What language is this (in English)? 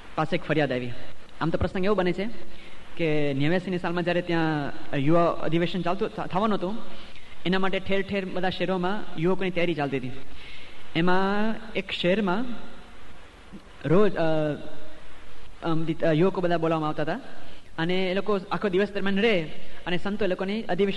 Gujarati